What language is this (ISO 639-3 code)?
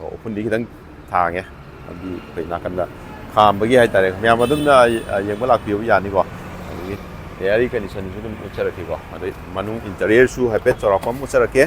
mni